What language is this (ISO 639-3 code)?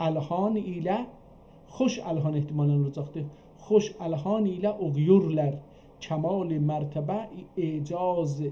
azb